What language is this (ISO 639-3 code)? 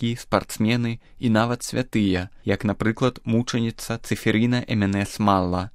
bel